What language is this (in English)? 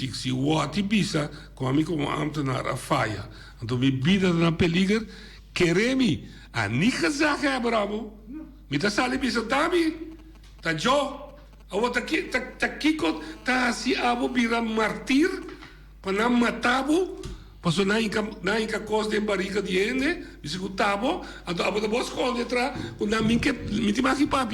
Papiamento